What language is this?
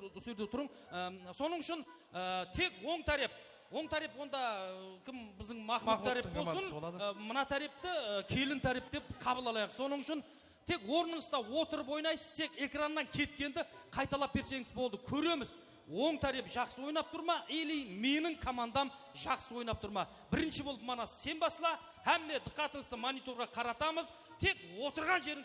Kara-Kalpak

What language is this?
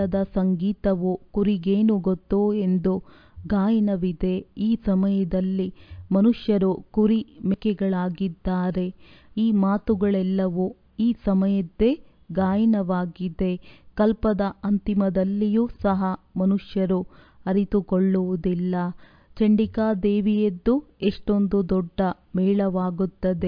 Kannada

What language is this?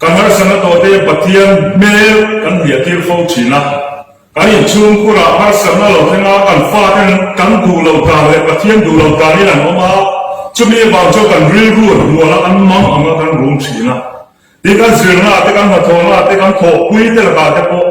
Mizo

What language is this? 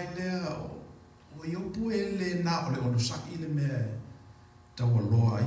Samoan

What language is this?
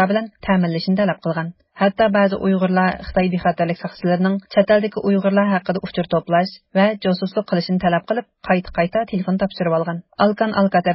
Uyghur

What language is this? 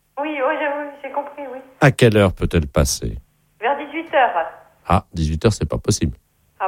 French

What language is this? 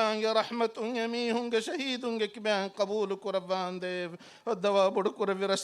Divehi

